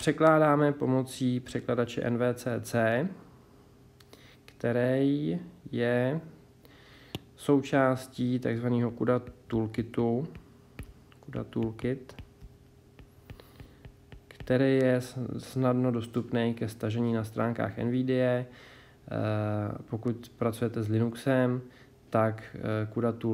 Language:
Czech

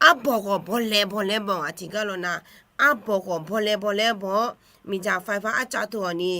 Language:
Akha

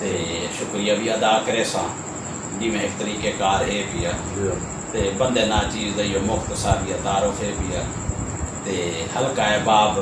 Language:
Saraiki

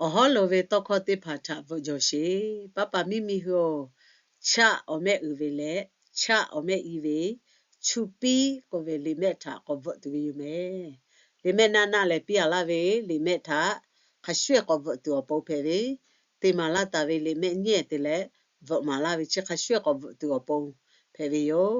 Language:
Lahu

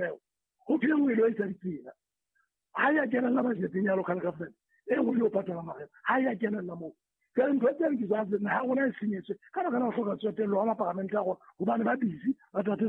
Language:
Southern Sotho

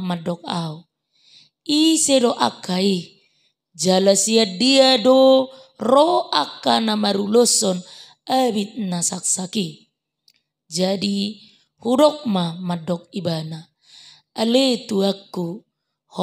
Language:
Batak Toba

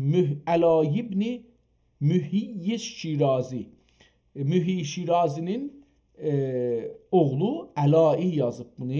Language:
South Azerbaijani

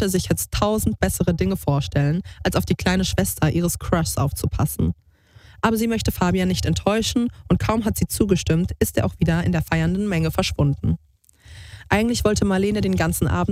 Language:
German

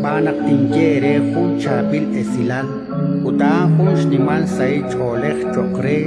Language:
Kekchí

